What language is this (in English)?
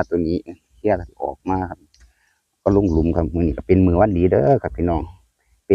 Northeastern Thai